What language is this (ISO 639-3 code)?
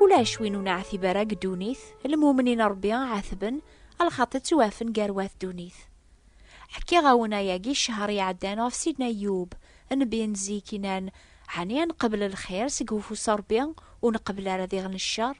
kab